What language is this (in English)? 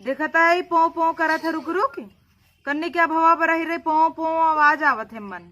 Bhojpuri